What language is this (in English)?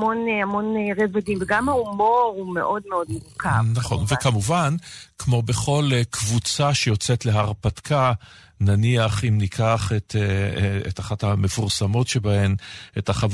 Hebrew